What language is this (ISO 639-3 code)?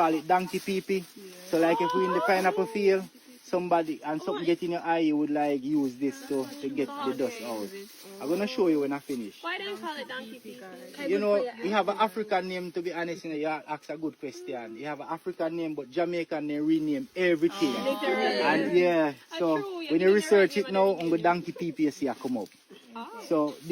jam